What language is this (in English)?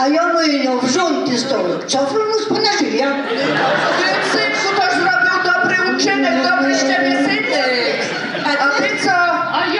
Silesian